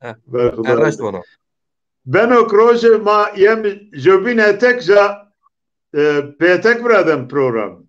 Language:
Zaza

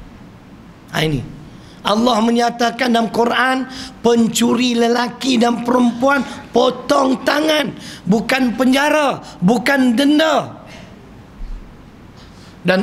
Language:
Malay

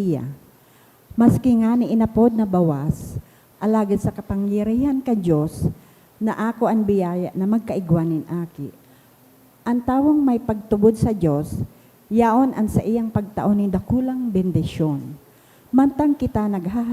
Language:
Bikol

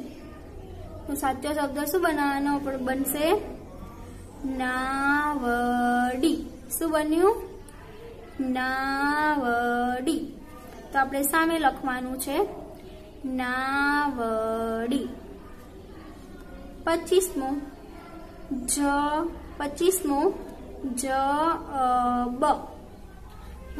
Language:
Gujarati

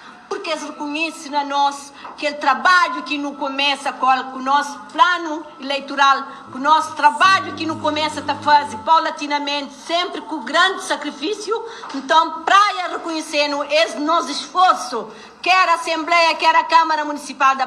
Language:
Kabuverdianu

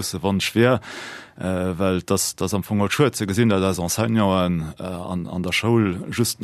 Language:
Luxembourgish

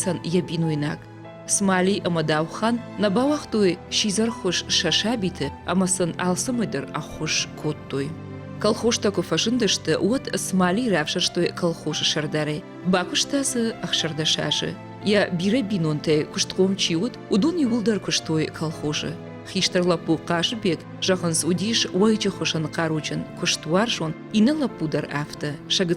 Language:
Ossetic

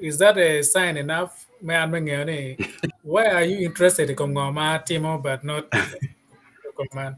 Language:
Acoli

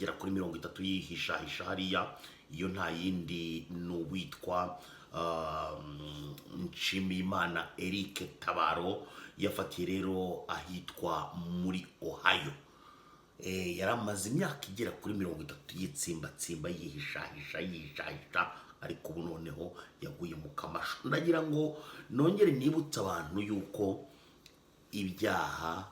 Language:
Kinyarwanda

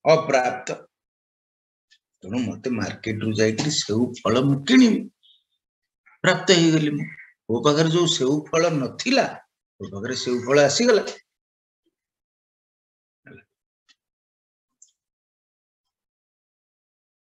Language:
Odia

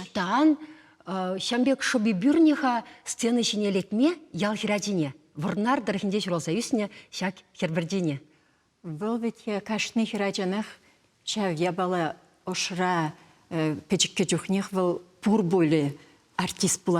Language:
Chuvash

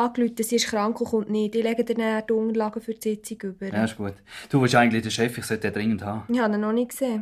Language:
Swiss German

